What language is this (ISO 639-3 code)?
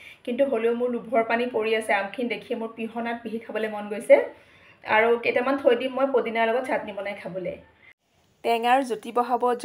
asm